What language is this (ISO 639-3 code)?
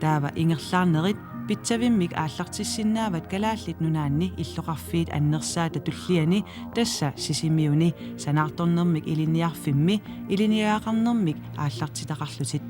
kal